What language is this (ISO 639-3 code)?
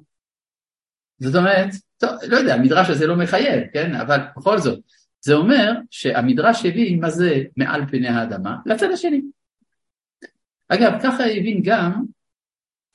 heb